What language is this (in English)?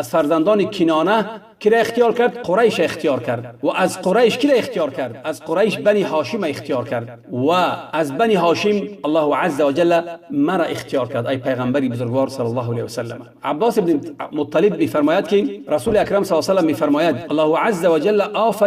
Tajik